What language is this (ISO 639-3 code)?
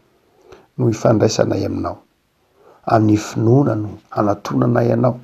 mlg